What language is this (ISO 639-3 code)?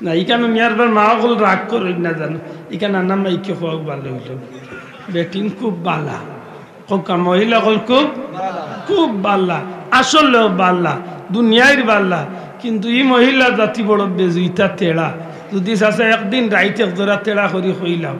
syl